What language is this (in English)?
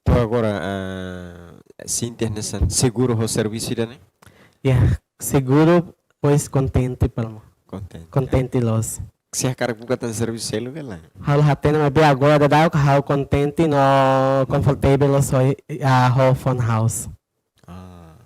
Tetum